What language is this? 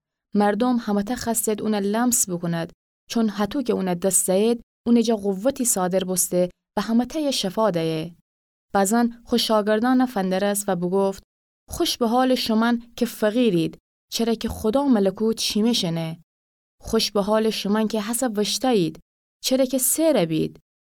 Gilaki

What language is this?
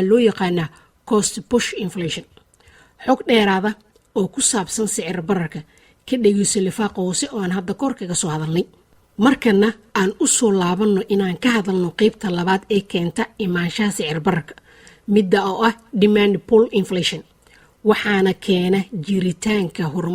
Somali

